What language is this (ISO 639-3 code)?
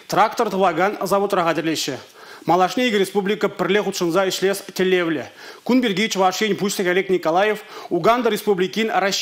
chv